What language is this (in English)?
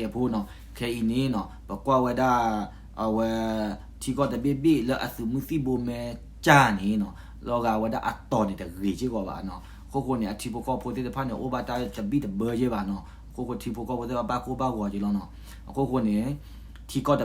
S'gaw Karen